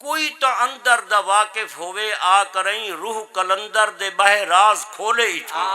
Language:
Saraiki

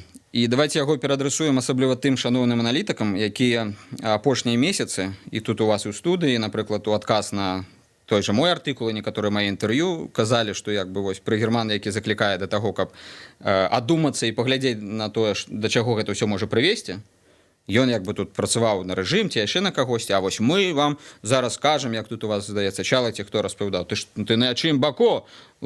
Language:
Belarusian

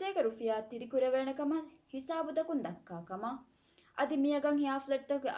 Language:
Divehi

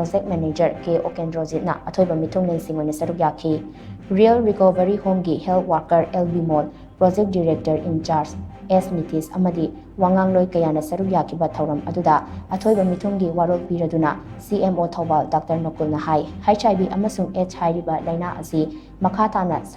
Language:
Manipuri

